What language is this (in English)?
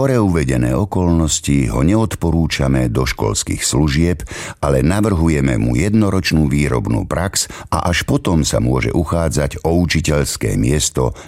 Slovak